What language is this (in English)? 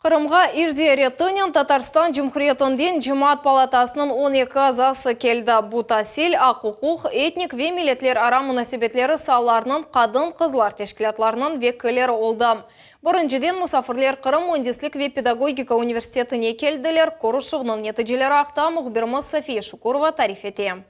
Crimean Tatar